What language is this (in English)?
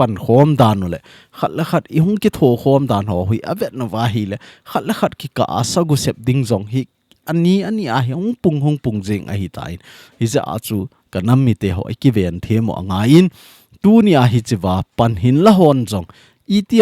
Thado Chin